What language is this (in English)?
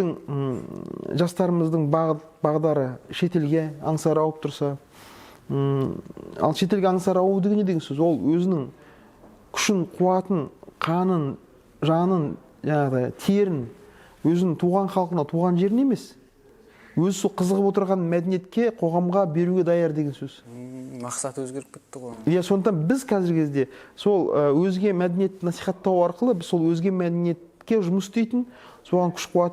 Kazakh